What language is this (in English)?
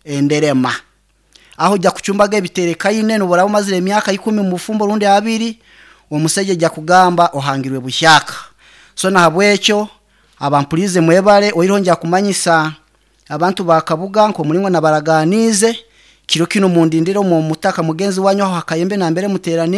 Nyankole